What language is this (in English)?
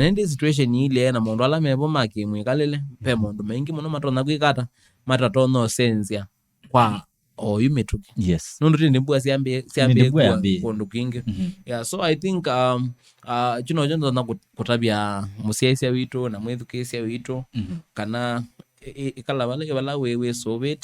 Kamba